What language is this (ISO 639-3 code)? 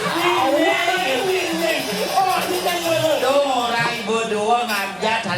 ban